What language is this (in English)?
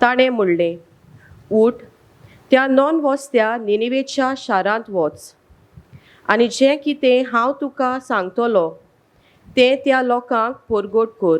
Konkani